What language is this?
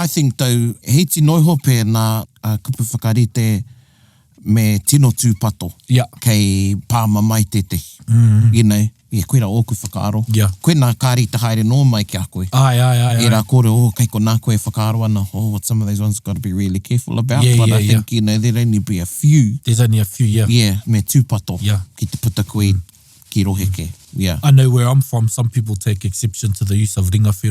Māori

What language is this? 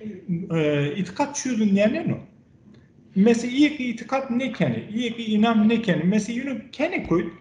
Zaza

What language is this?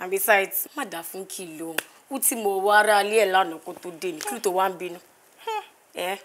Yoruba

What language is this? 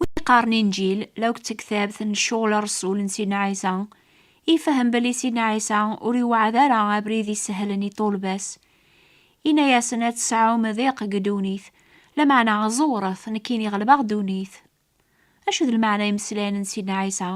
Kabyle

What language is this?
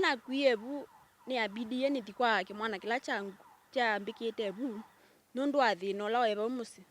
Kamba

